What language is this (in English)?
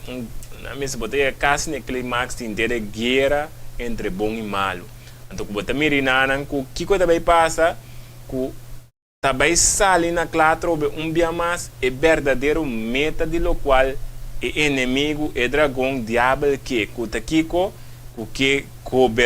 Papiamento